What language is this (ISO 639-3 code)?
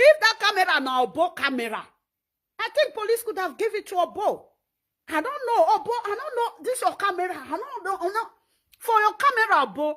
pcm